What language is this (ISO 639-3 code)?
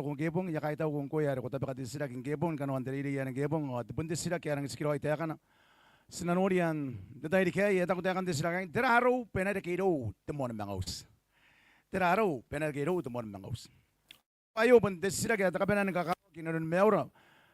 gil